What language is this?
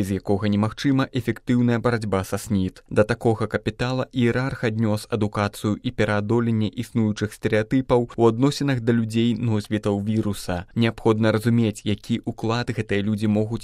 Belarusian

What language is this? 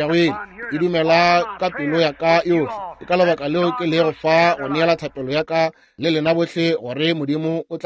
Northern Sotho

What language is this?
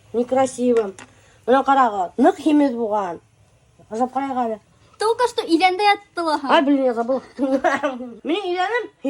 Bashkir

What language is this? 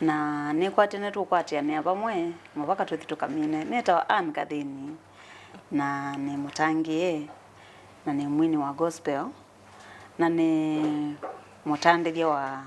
Kamba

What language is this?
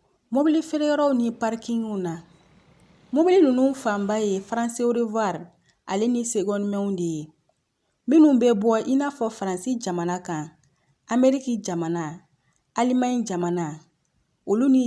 Bambara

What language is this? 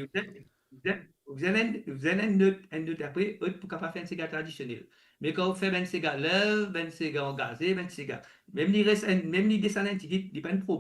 Morisyen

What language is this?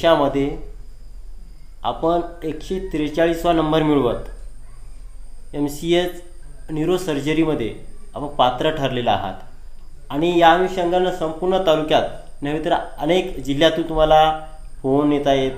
Marathi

